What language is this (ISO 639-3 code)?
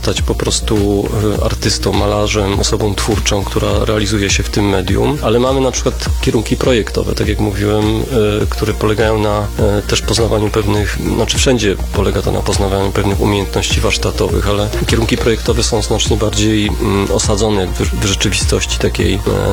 pol